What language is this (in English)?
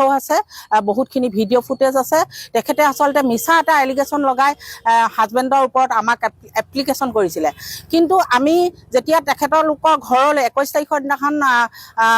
Assamese